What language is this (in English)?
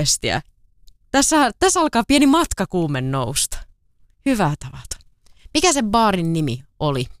Finnish